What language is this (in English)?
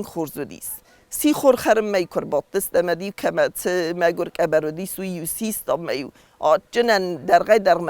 Ossetic